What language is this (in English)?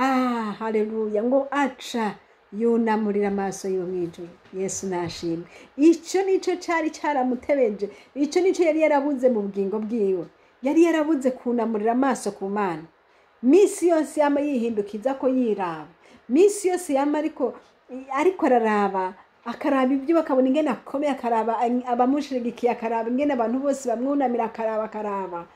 Rundi